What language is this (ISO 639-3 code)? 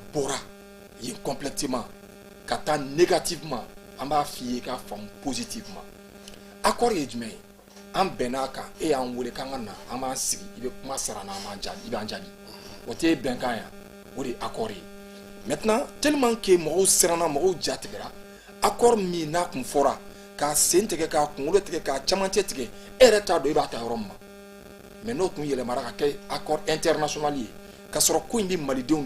bam